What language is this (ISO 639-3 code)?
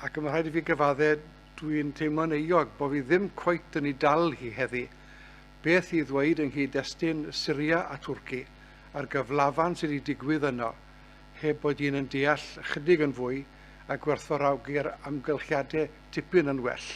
cym